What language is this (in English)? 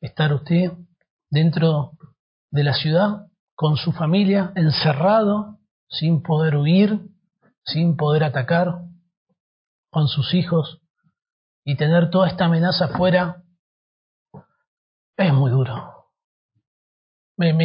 Spanish